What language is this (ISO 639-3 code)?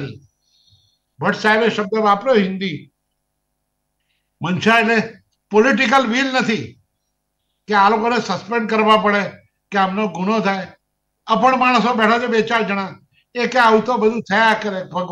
guj